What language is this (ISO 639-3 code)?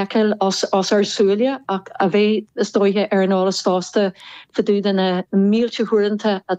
gle